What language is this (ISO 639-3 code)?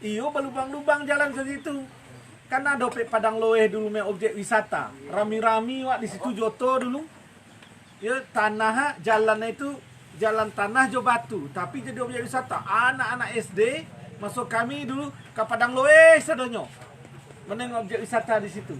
min